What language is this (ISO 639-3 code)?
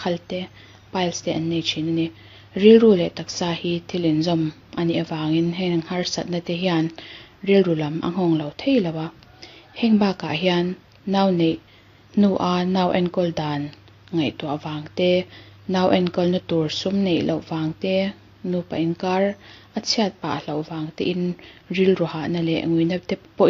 lus